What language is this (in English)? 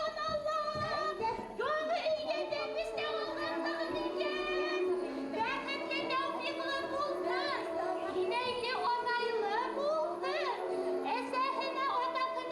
Bashkir